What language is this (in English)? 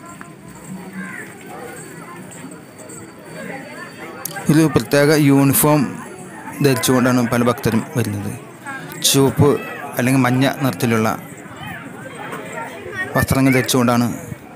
Malayalam